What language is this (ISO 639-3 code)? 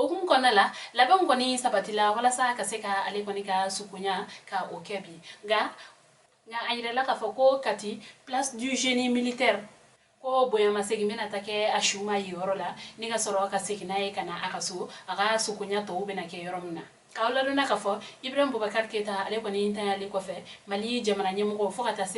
bam